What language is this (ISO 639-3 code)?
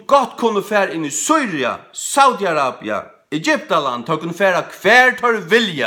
fao